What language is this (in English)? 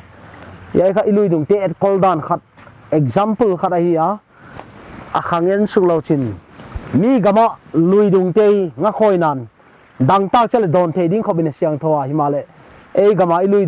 Paite Chin